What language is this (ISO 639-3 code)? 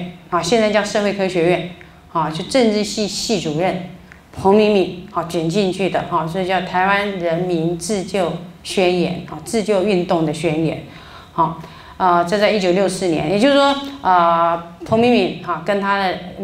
zho